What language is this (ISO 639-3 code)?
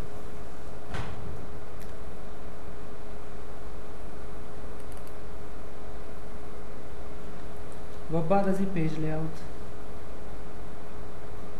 fas